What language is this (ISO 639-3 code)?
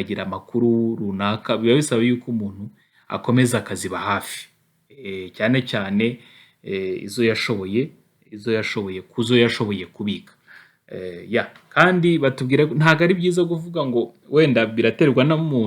kin